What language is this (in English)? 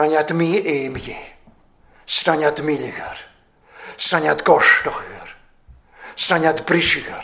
Welsh